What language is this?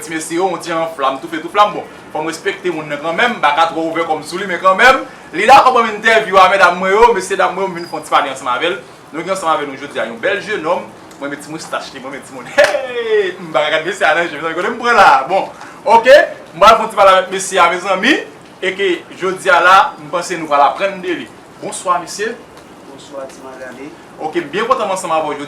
Haitian Creole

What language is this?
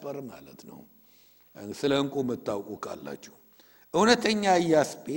Amharic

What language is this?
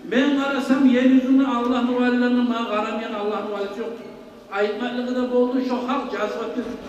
Kumyk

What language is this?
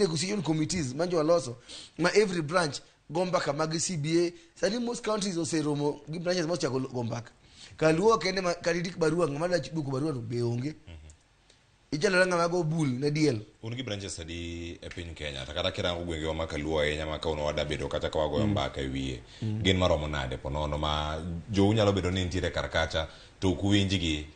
Luo (Kenya and Tanzania)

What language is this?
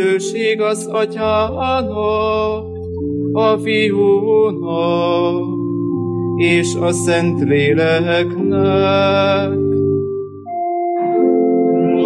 Hungarian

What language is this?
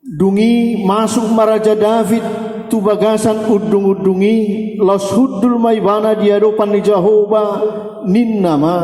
Batak Toba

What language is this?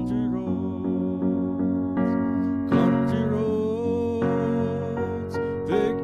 Poumei Naga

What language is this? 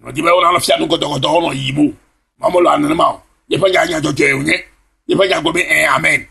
Ewe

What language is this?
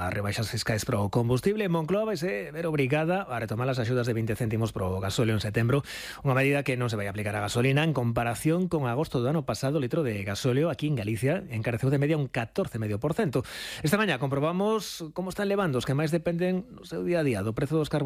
Galician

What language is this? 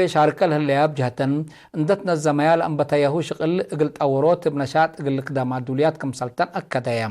Tigre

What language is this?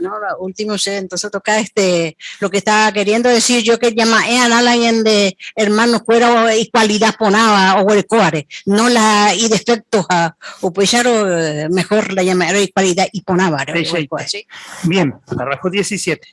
Guarani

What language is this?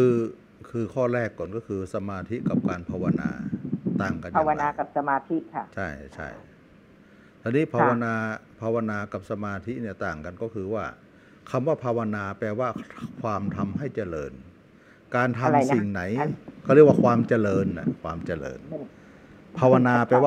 Thai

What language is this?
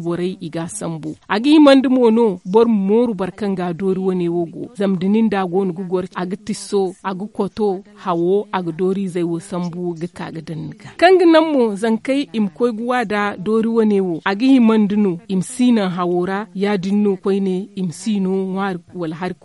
Zarma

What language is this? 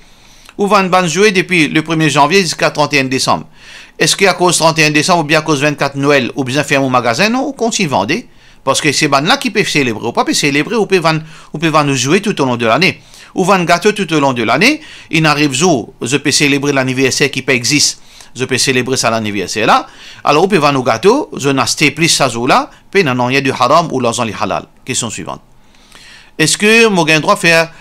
Morisyen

